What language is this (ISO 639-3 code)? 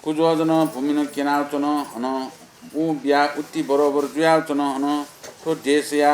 new